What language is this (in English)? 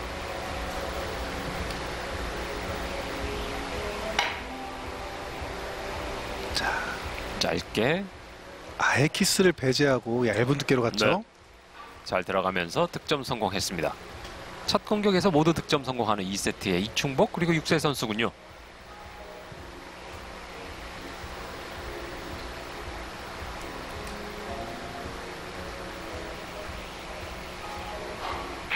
Korean